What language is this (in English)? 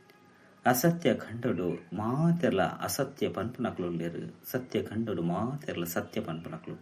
Tulu